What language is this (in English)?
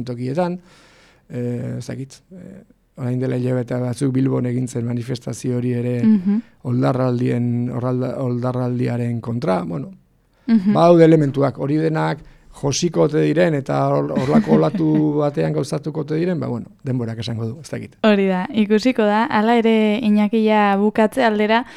Basque